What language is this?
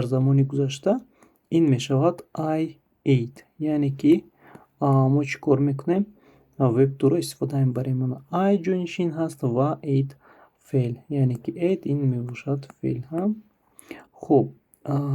Tajik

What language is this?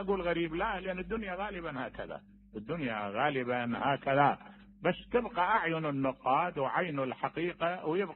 Mesopotamian Arabic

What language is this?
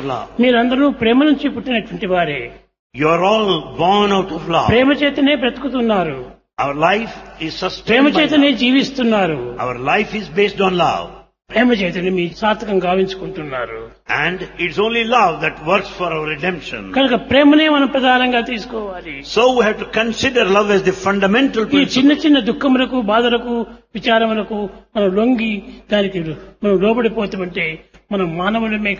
Telugu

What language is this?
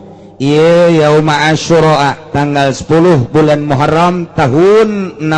Sundanese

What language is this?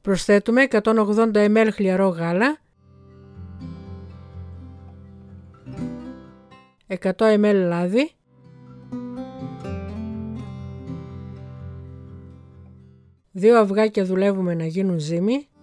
Greek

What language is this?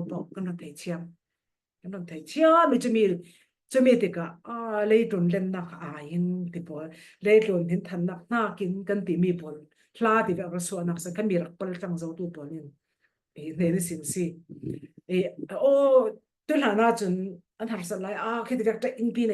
Falam Chin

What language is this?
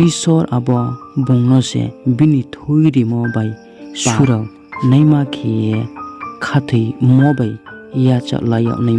Riang (India)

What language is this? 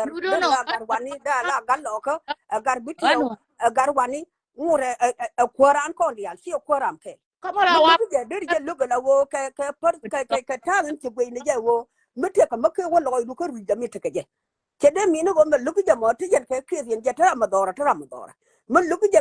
Nuer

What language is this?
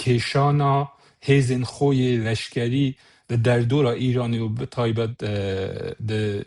Kurdish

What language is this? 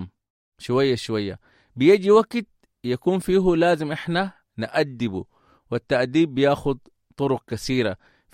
Sudanese Arabic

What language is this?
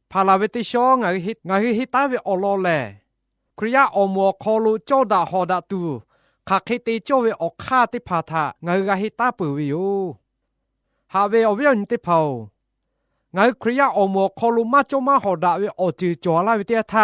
Lahu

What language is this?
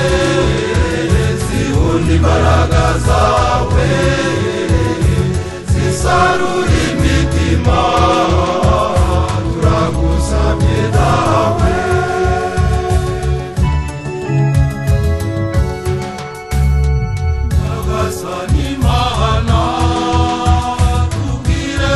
Kinyarwanda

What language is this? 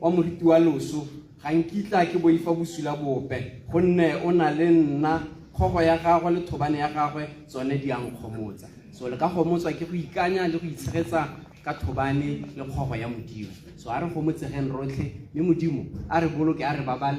Tswana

